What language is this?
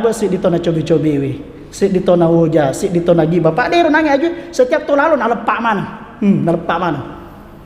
Buginese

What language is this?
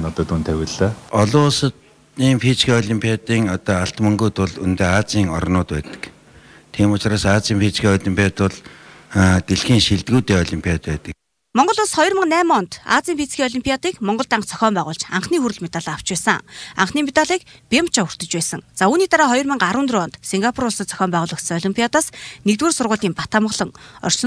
Mongolian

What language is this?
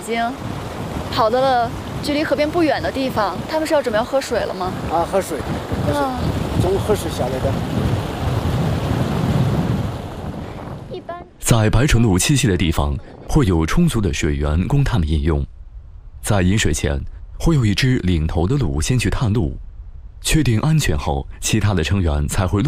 Chinese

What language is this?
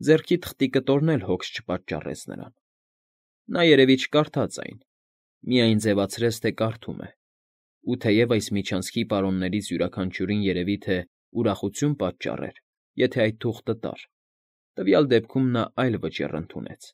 Armenian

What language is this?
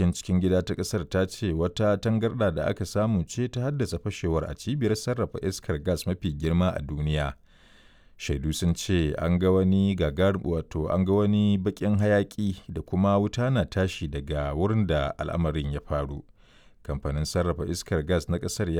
Hausa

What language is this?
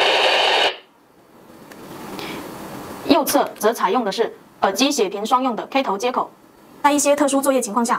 Chinese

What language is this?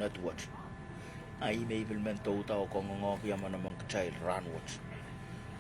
Pohnpeian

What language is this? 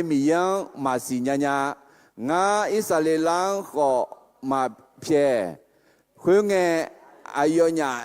Akha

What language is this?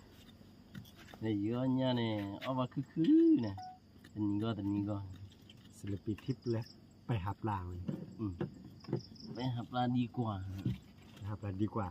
S'gaw Karen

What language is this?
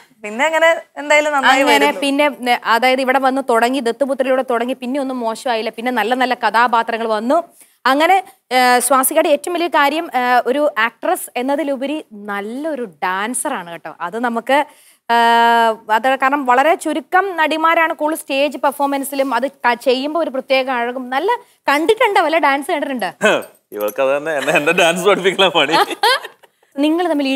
Malayalam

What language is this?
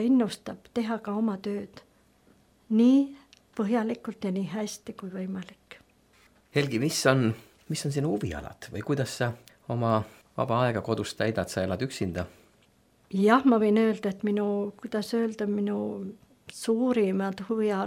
Estonian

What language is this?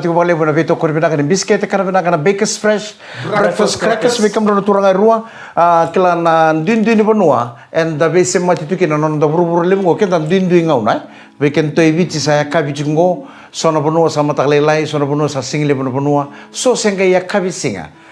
Fijian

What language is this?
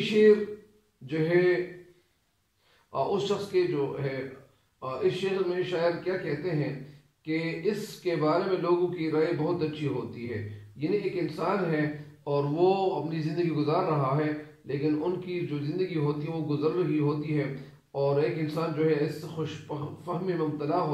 Urdu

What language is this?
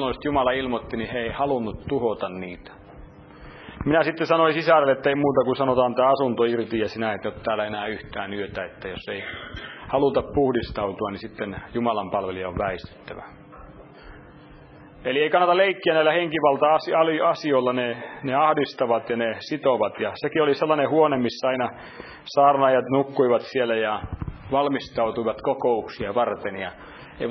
Finnish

